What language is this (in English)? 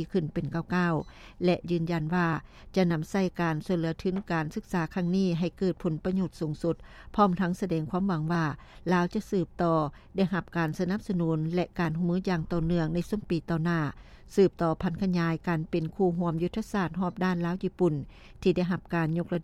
Lao